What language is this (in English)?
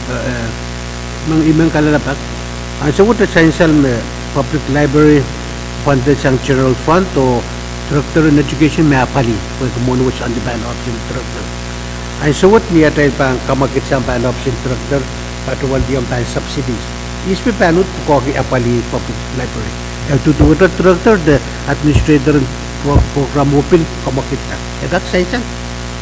Pohnpeian